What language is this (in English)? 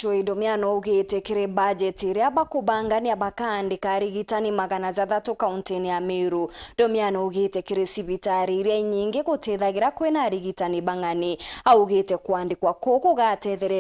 Meru